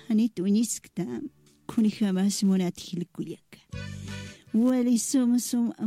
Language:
Aymara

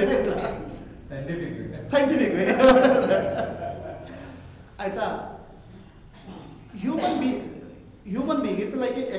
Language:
Kannada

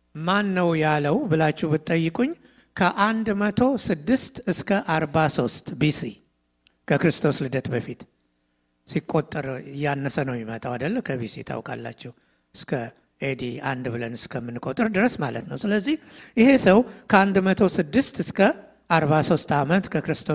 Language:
Amharic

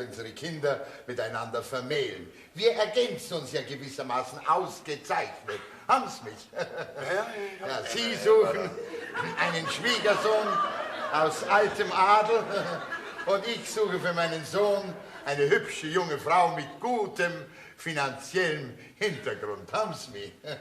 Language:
Bavarian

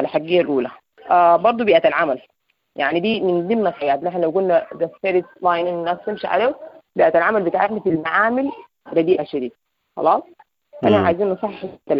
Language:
Sudanese Arabic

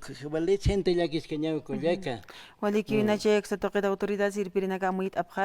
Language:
Aymara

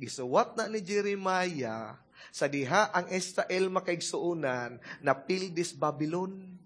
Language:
Cebuano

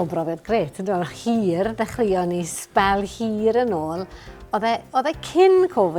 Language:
Welsh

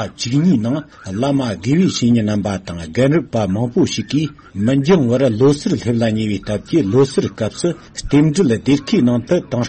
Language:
Tibetan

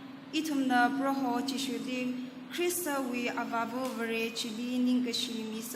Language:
Tangkhul Naga (India)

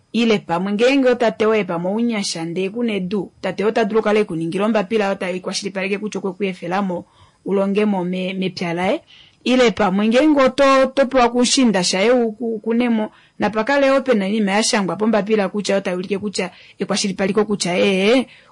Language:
Kuanyama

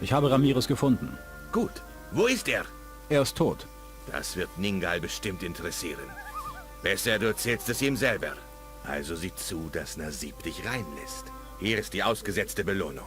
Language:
Bavarian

